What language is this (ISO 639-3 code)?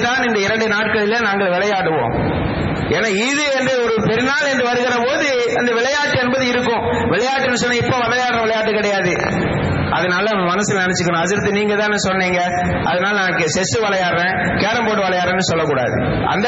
tam